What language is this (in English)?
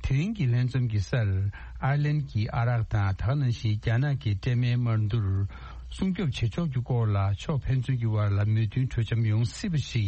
Tibetan